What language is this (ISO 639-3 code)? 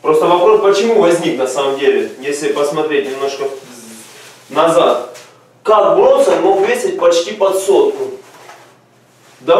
rus